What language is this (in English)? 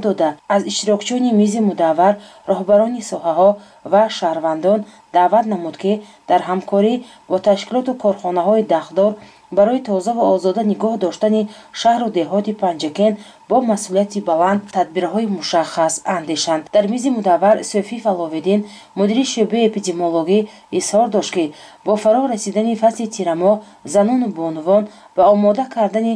Tajik